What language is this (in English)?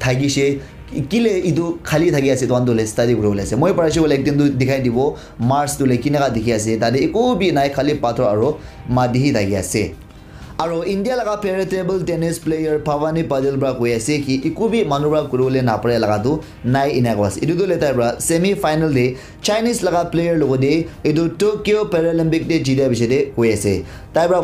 Naga Pidgin